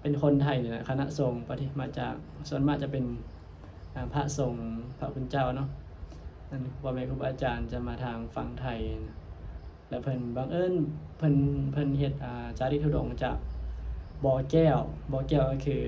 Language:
Northeastern Thai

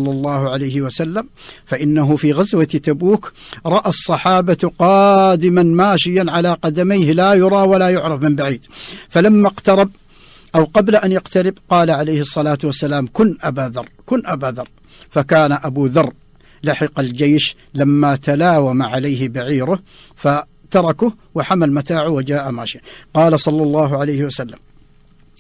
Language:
Arabic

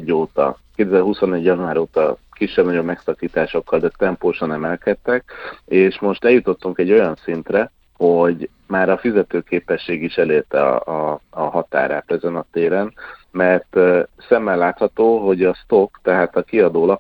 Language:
Hungarian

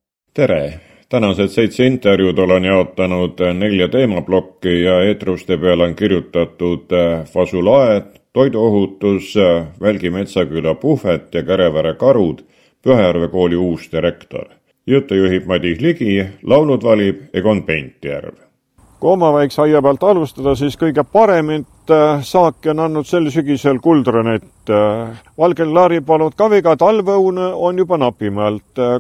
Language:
Estonian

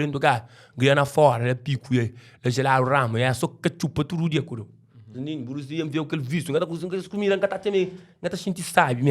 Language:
Kabuverdianu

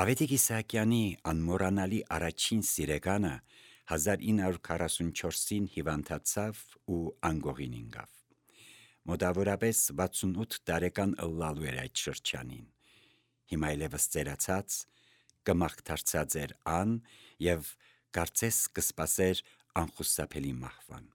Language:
Armenian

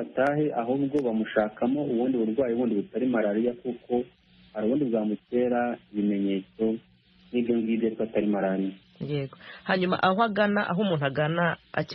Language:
Kinyarwanda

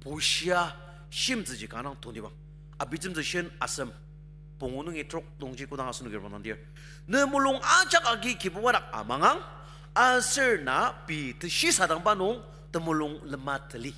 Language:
Ao Naga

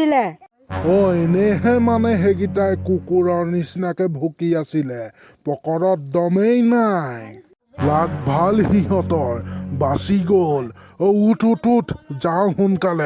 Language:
Assamese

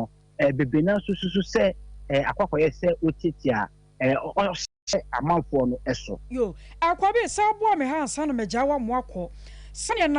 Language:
Akan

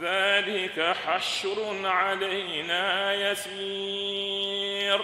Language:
Fula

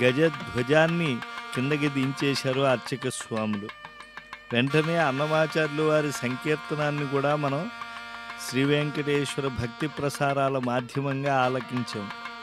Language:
Telugu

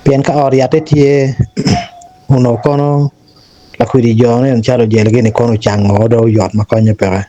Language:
Acoli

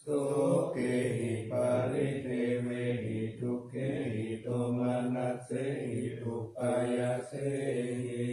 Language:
Pali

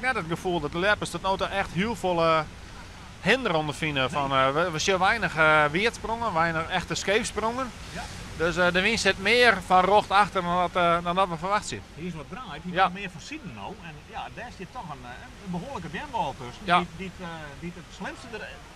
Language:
Western Frisian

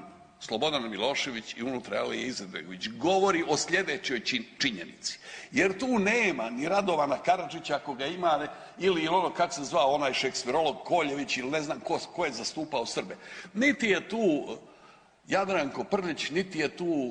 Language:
Croatian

